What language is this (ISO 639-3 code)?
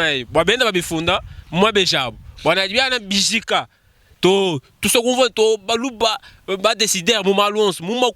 lua